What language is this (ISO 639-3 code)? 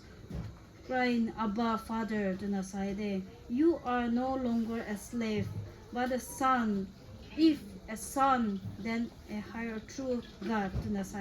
nbu